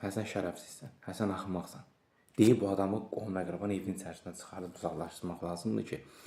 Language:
Azerbaijani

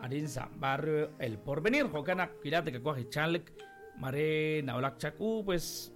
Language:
Kekchí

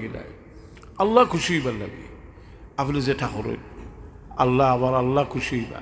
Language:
Sylheti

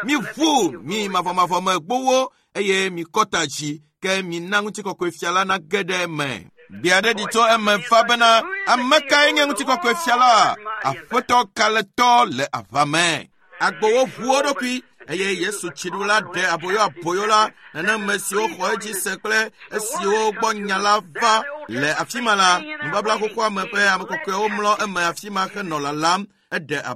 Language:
Ewe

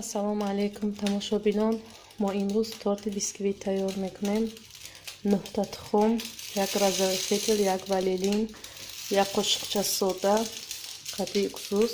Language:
Tajik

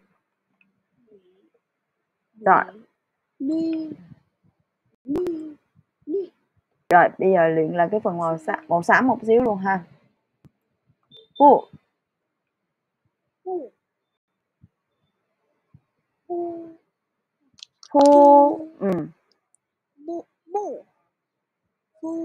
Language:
Vietnamese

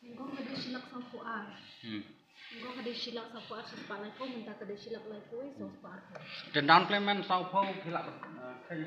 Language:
Khasi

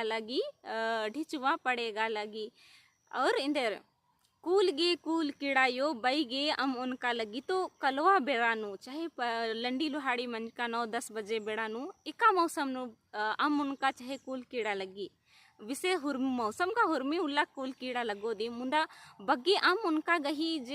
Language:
Kurukh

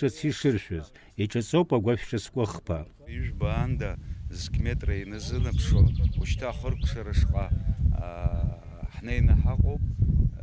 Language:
Abkhazian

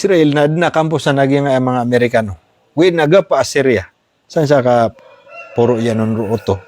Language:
Maranao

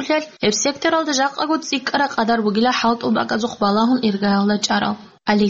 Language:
Avaric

